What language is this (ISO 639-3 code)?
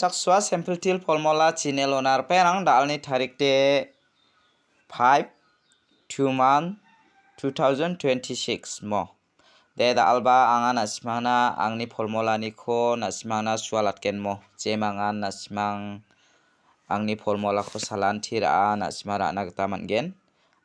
grt